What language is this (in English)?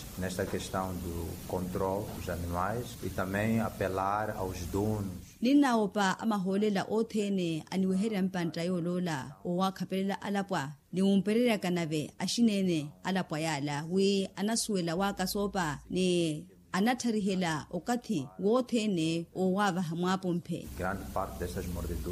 Makhuwa